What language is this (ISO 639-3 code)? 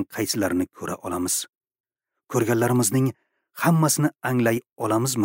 uzb